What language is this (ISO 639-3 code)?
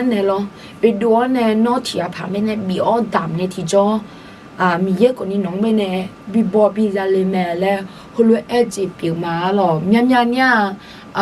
ahk